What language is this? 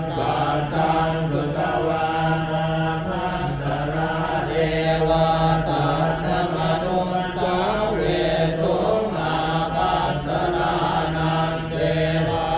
Pali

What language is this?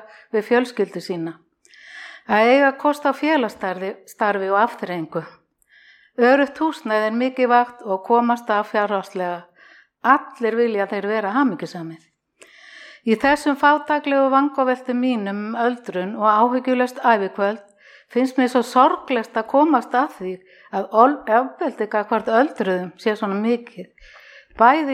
Icelandic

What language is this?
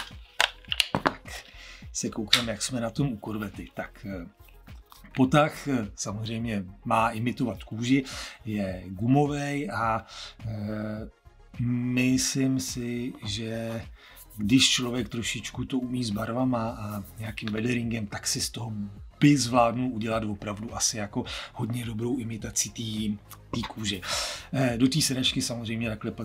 Czech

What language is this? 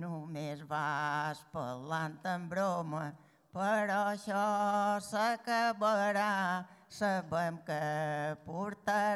Catalan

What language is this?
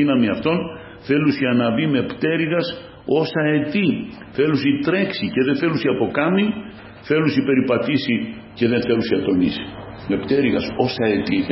Greek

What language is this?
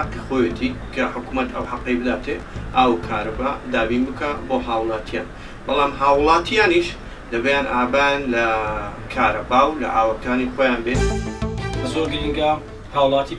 Central Kurdish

